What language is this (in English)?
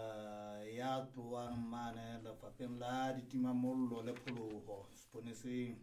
Southern Sotho